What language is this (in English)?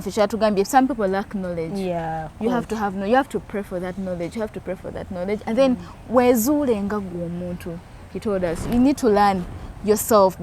Ganda